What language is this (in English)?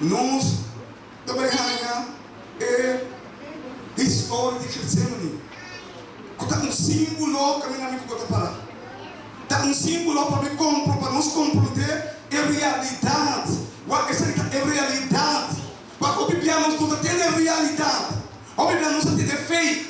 Papiamento